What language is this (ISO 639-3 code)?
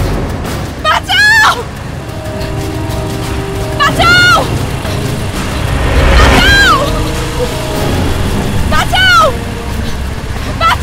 ben